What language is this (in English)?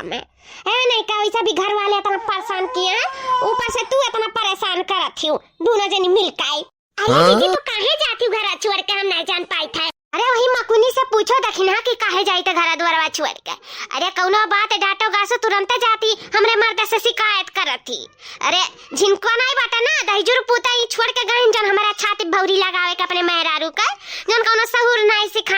Awadhi